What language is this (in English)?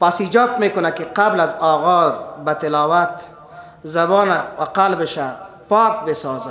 Persian